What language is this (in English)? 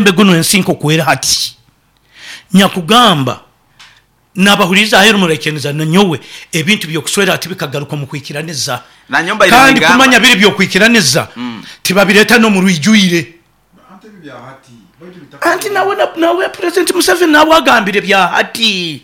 Nyoro